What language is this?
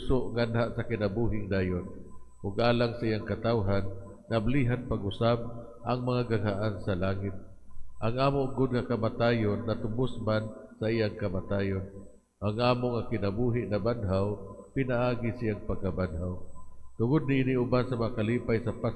Cebuano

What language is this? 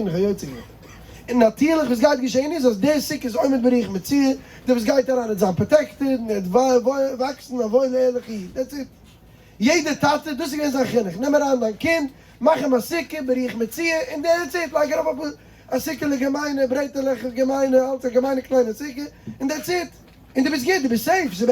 Yiddish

